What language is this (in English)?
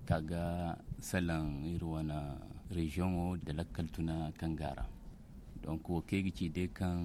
Zarma